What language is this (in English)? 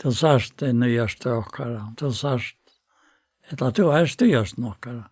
Faroese